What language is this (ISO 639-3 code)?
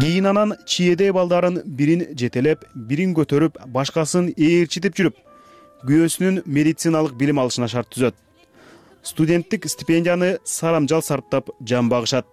kir